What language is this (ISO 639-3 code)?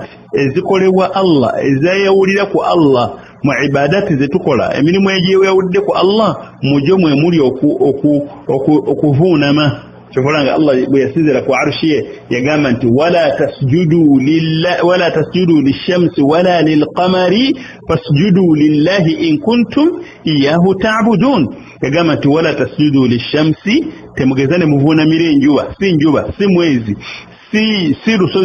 lug